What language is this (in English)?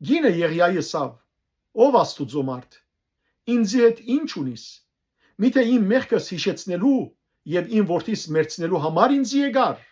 Western Armenian